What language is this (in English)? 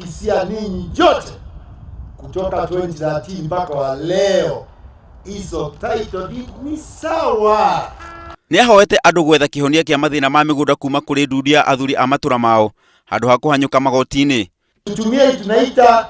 Kikuyu